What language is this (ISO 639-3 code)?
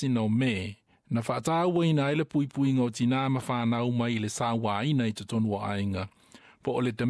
smo